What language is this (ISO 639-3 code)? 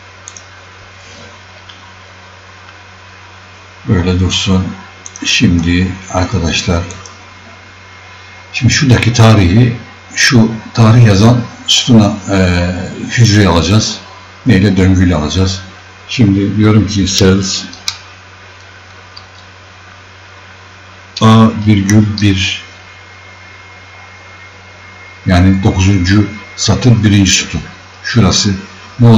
tur